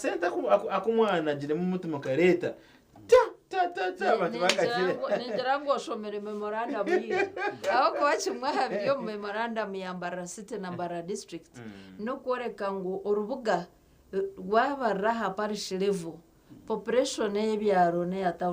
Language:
Nyankole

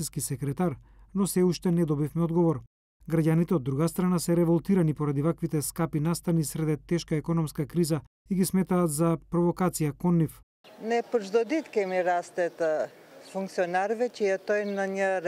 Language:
Macedonian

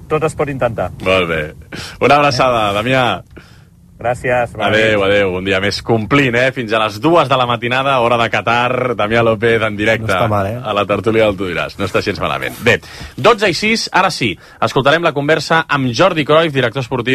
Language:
Catalan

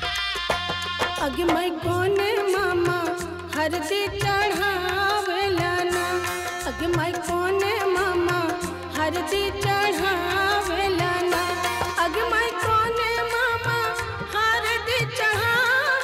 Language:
Bhojpuri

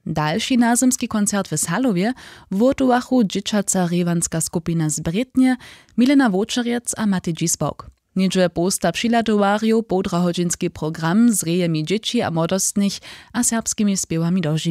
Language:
Upper Sorbian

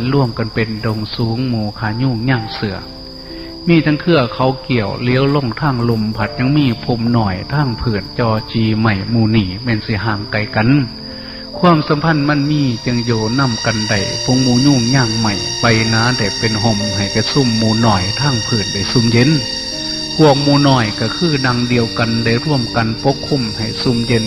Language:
Lao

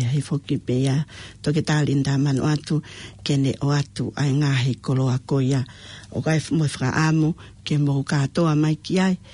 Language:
Tongan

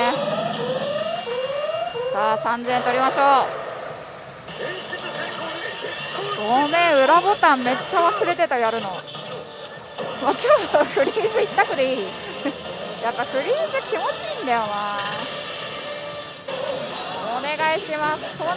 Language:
Japanese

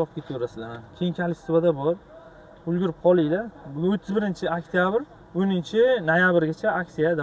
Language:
Uzbek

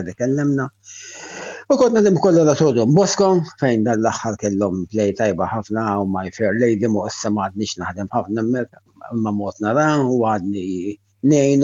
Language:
Maltese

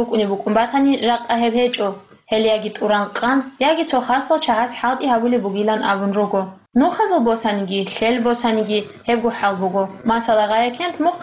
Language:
Avaric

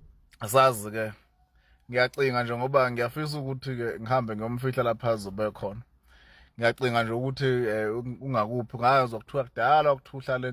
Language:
Zulu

